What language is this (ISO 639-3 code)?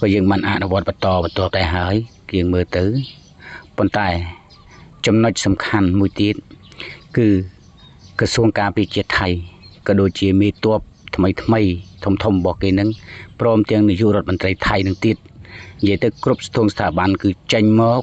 khm